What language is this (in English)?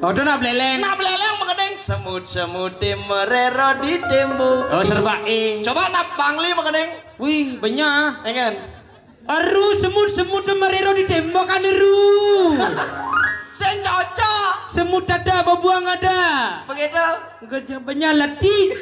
Balinese